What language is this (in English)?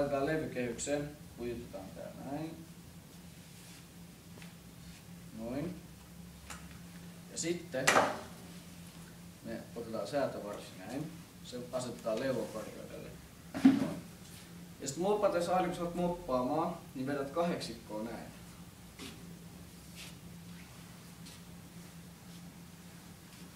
Finnish